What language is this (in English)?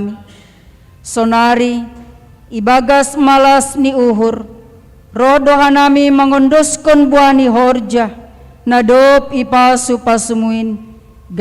Batak Simalungun